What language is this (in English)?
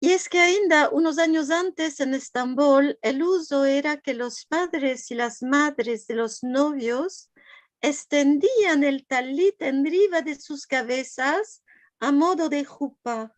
Ladino